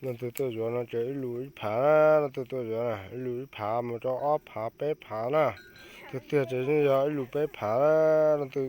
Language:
Hmong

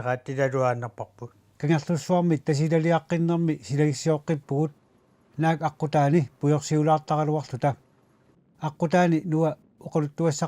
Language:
Kalaallisut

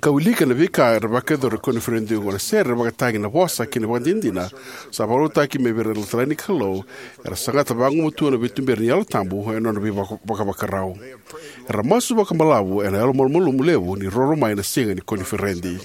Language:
Fijian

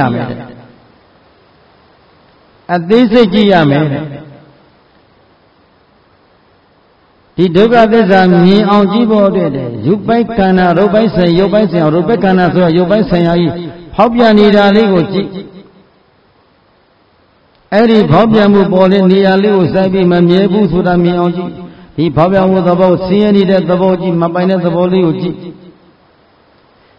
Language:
Burmese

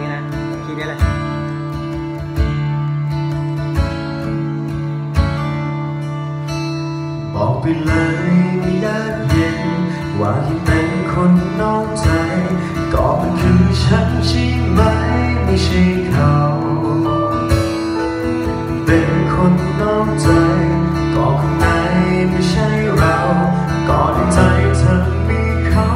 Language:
Thai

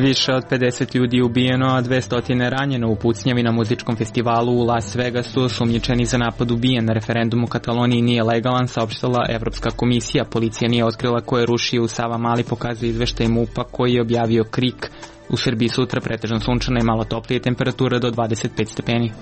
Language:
Serbian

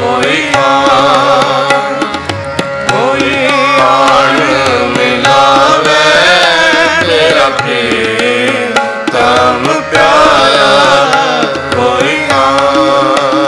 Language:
Punjabi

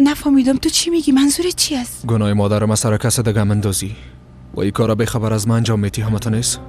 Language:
Persian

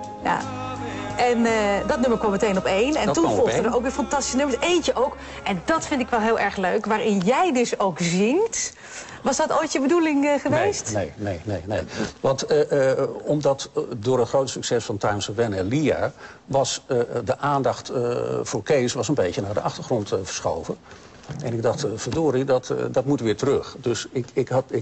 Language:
Dutch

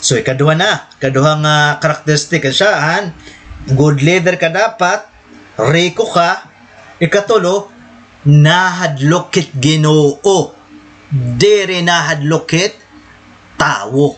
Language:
Waray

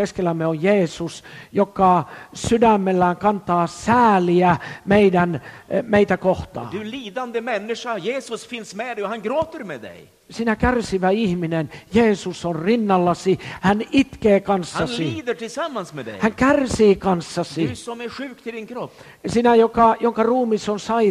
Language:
Finnish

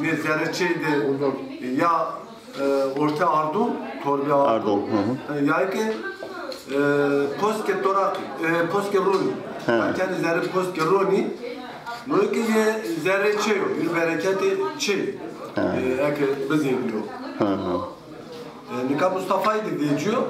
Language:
Zaza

